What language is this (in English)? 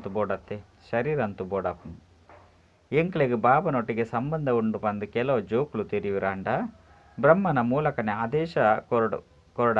Tulu